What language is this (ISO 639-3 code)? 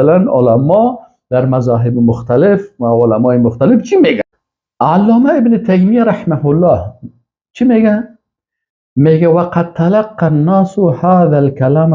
fas